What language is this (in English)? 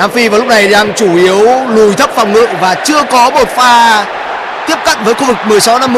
Vietnamese